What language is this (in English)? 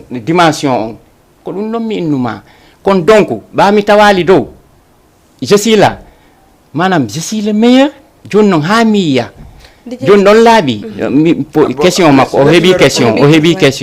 Fula